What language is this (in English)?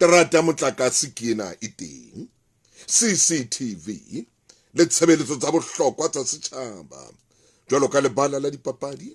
Southern Sotho